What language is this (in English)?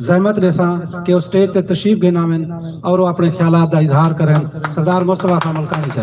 Saraiki